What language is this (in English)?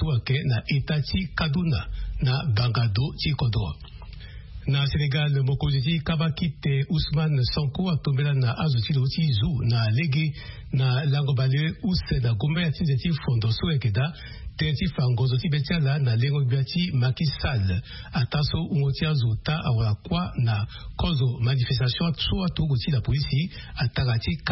Sango